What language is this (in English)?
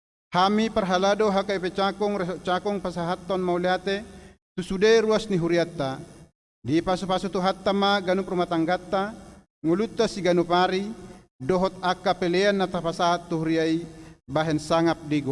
Batak Toba